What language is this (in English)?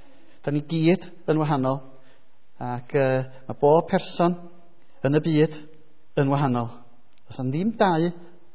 Welsh